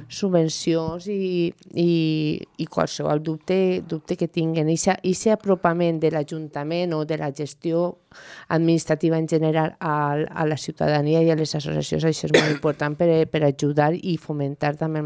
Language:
Catalan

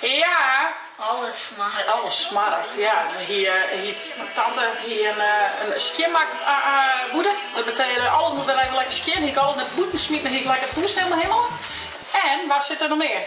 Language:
Western Frisian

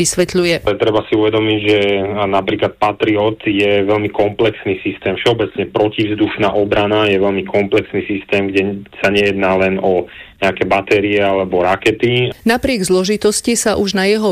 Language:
Slovak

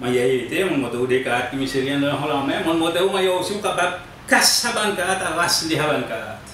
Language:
Seselwa Creole French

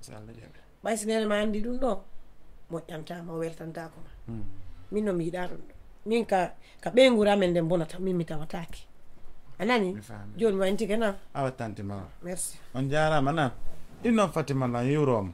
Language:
Fula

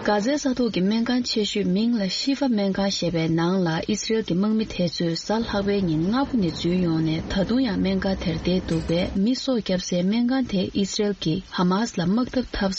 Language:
Tibetan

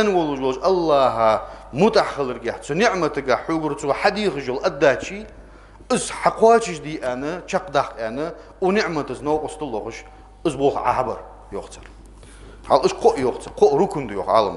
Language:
Ingush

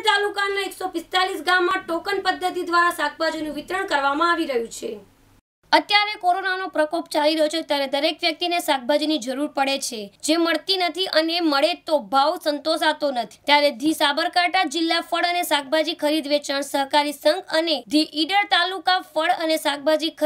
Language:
Gujarati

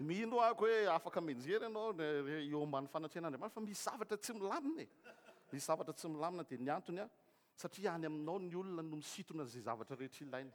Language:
Malagasy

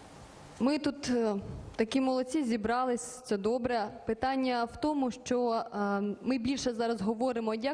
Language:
Ukrainian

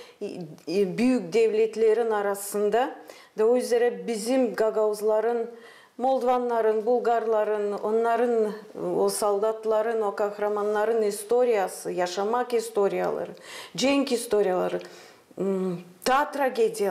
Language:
Gagauz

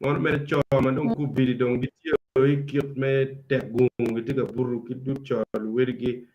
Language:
Acoli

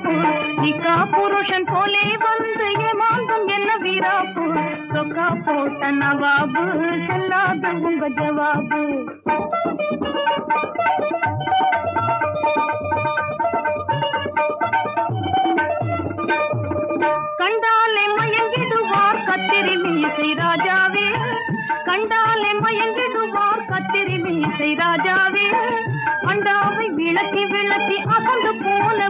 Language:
Tamil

